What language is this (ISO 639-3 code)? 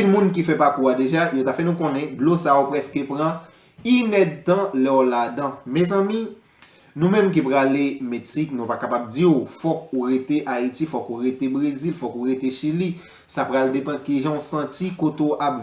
hat